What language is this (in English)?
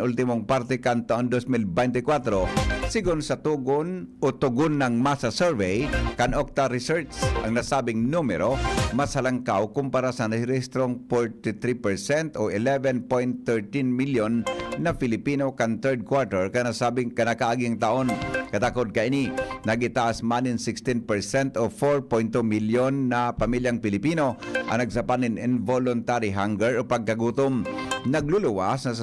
Bikol